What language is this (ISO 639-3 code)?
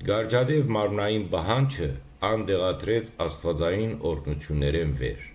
hyw